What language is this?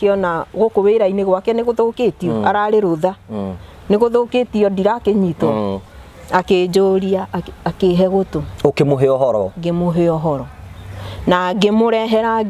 Kikuyu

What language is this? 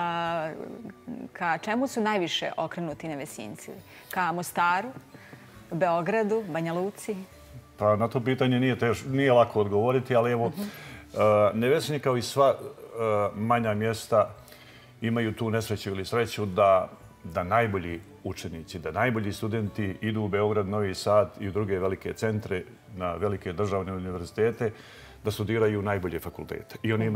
Serbian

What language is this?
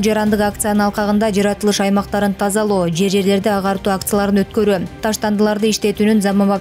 Kyrgyz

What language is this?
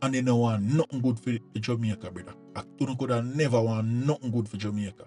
Jamaican Creole English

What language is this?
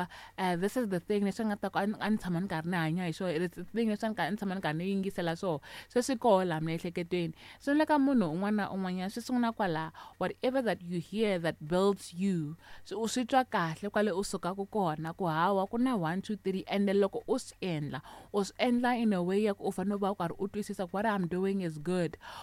Tsonga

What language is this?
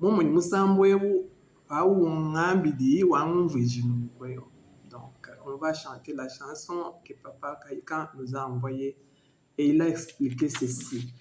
Luba-Lulua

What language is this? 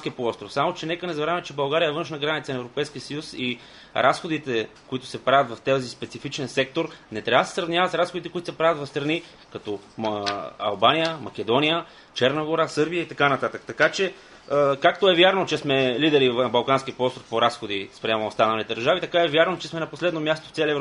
Bulgarian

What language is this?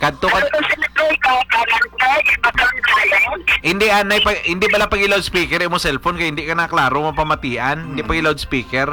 Hiligaynon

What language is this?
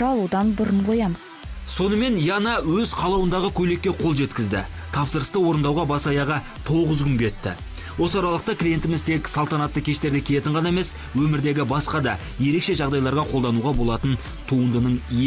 Kazakh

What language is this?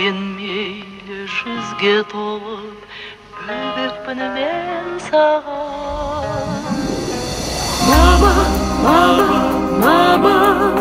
Kazakh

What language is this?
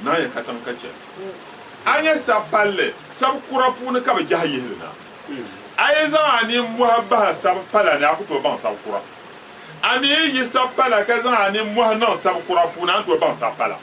Dagbani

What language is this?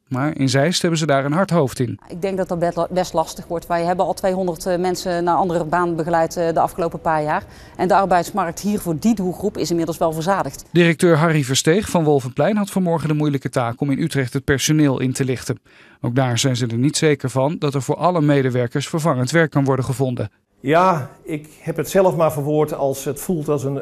Dutch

